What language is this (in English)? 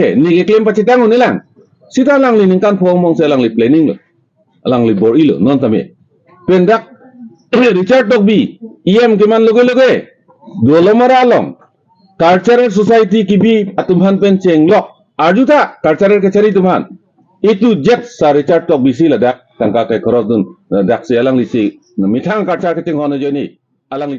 Karbi